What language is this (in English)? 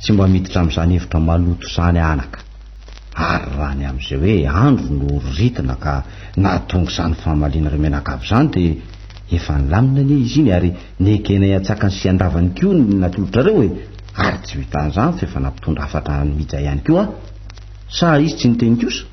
Malagasy